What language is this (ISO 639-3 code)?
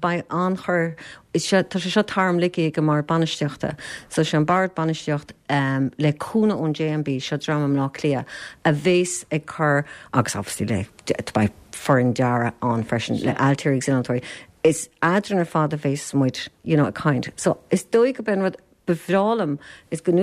gle